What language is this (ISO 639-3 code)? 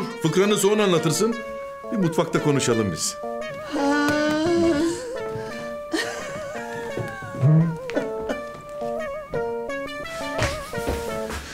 tur